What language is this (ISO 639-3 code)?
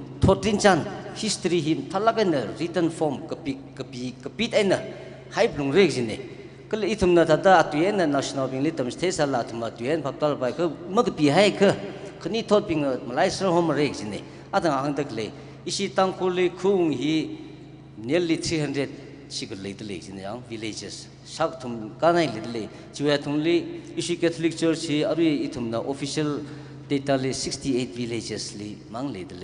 nmf